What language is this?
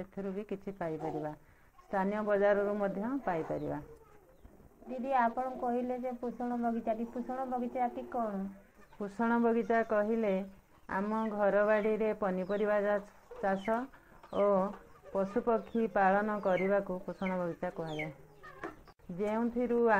Odia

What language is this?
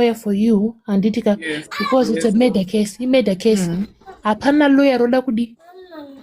Shona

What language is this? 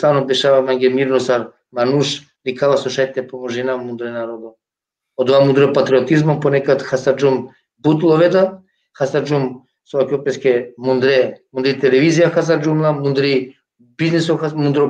Balkan Romani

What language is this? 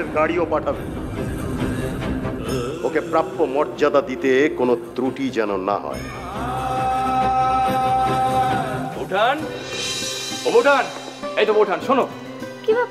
Bangla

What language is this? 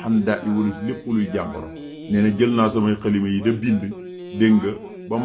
Wolof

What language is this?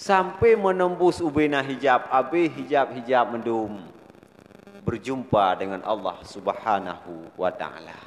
Achinese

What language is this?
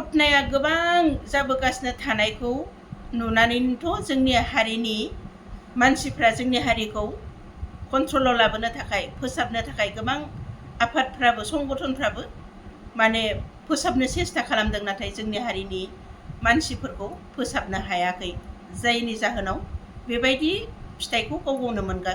Bodo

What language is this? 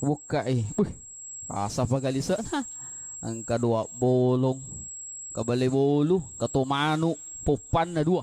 Buginese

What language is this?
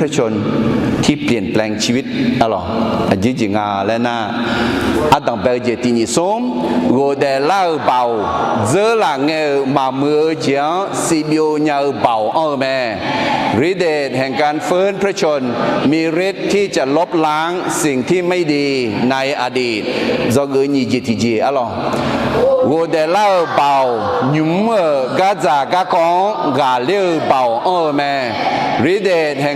Akha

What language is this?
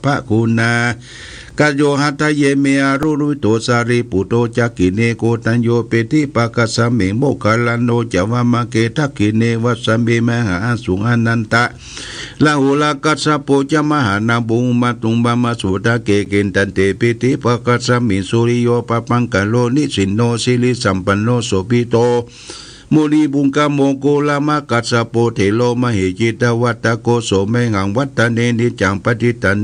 Pali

